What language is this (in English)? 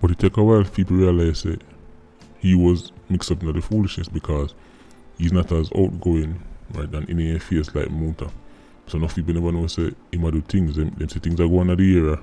Jamaican Creole English